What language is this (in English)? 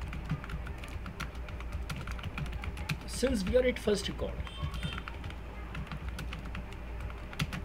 Hindi